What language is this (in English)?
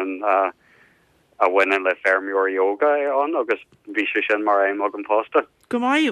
Irish